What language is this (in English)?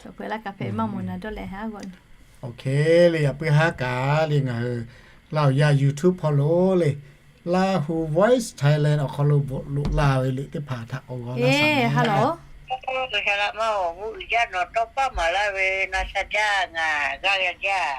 Lahu